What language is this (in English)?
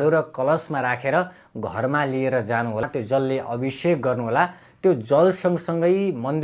Nepali